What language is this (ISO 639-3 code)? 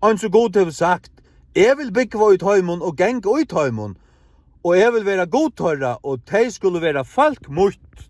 fao